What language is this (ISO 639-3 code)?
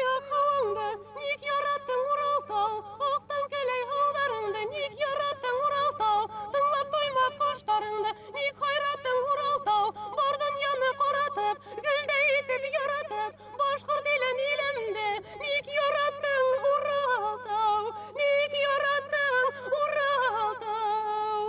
bak